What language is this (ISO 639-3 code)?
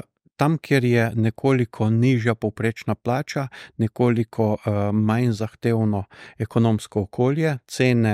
slv